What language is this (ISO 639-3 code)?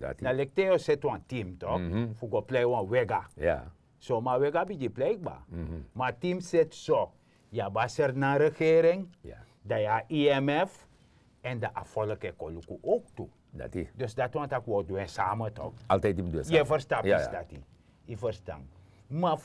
srn